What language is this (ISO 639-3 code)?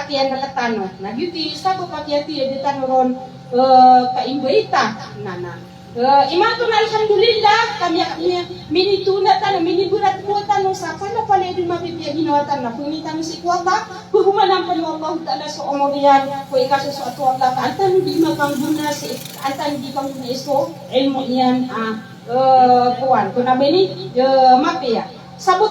mrw